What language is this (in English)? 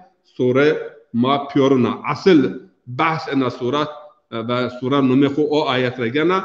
Zaza